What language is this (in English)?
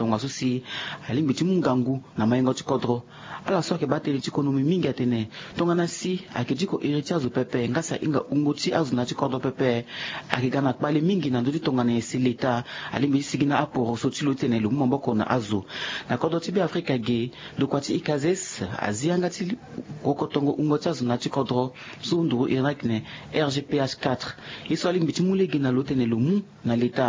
Sango